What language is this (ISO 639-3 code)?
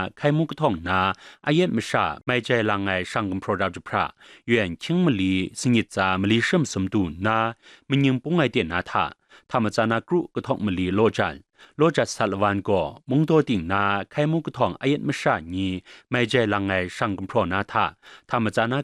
kac